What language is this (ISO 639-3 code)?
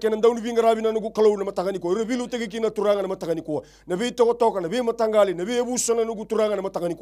fij